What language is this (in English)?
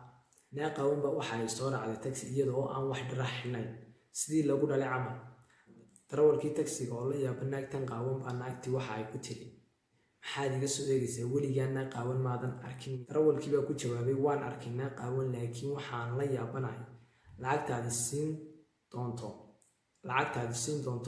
Somali